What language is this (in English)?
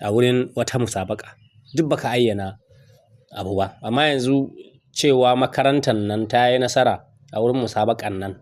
Hausa